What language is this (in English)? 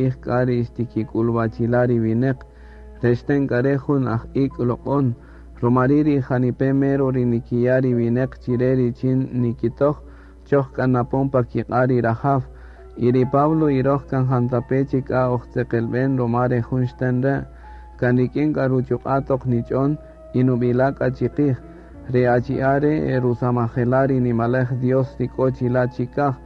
Kaqchikel